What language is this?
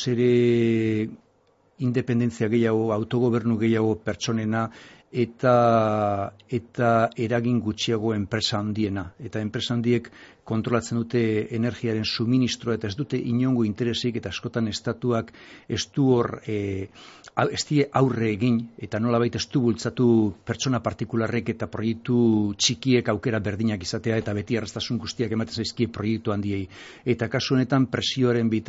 Basque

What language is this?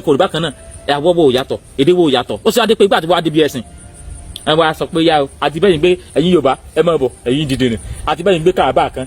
Yoruba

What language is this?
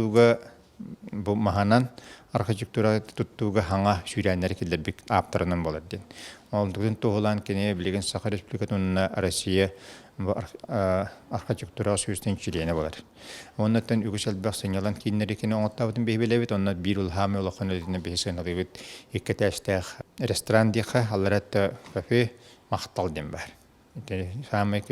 Yakut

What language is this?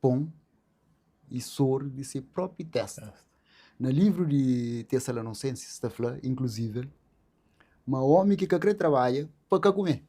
Kabuverdianu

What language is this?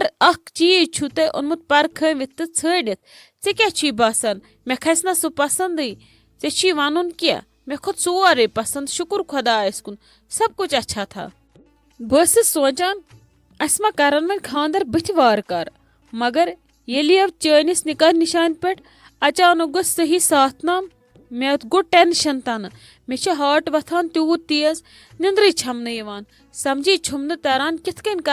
Kashmiri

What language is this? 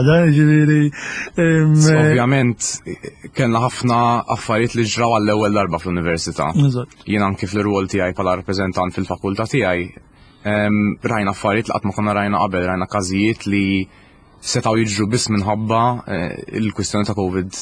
Maltese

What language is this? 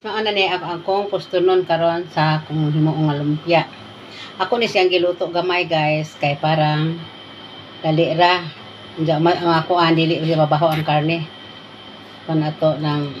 Cebuano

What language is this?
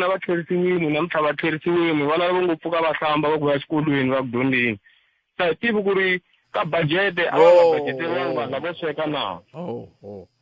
Tsonga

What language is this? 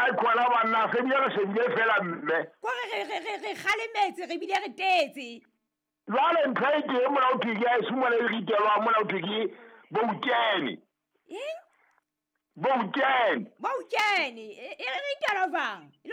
Southern Sotho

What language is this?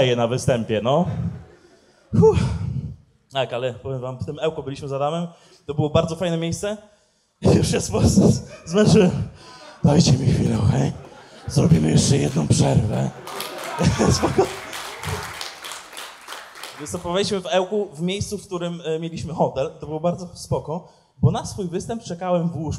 Polish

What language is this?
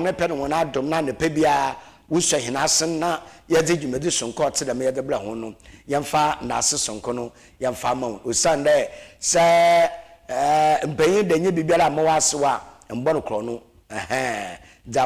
Akan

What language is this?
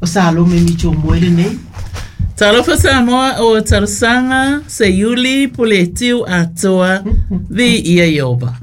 Samoan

